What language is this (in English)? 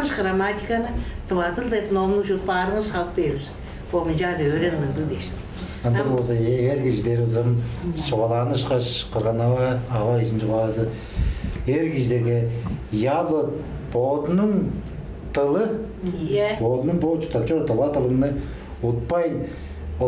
Tuvinian